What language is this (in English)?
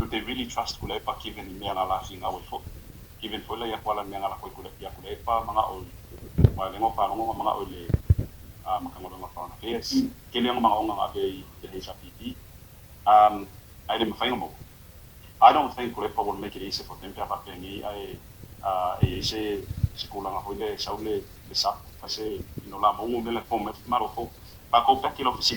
Samoan